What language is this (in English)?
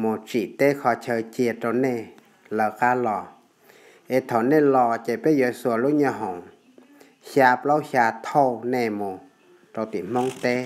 Hmong